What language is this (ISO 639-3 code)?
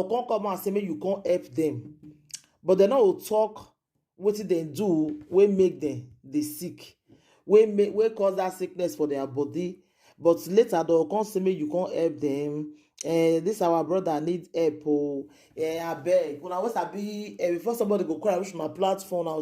pcm